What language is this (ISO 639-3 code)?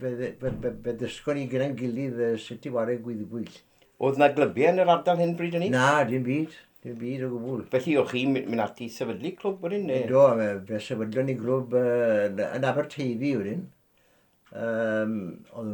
cym